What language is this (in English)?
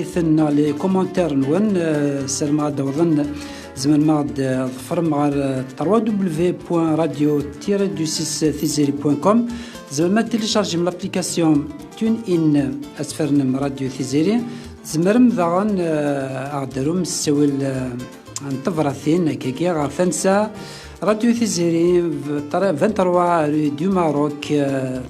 Kabyle